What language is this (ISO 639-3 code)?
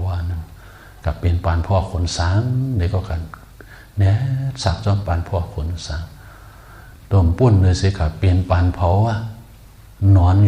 shn